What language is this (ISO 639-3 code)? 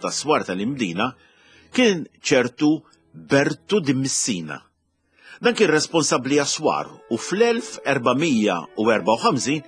mlt